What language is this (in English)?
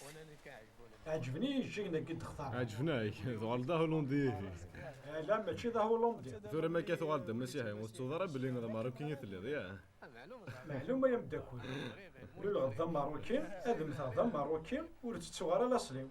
Kabyle